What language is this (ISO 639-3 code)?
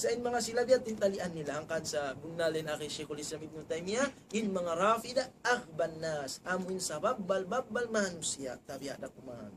tsg